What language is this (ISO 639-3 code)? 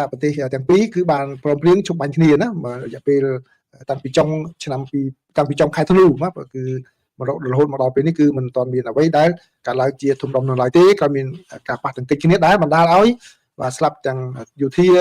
khm